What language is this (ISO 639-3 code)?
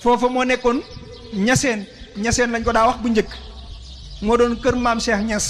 wol